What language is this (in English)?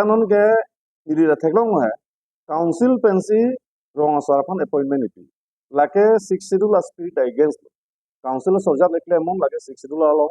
Karbi